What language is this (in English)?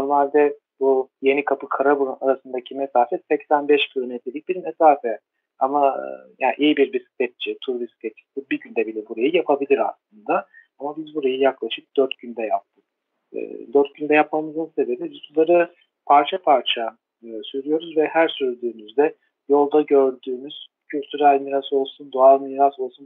Turkish